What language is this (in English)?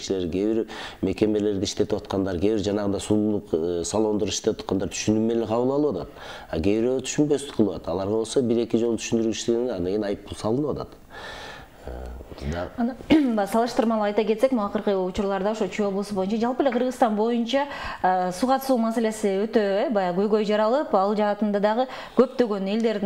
Kyrgyz